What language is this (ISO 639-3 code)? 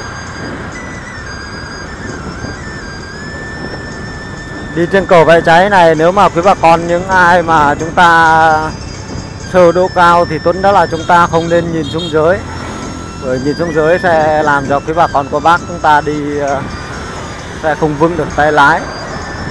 vie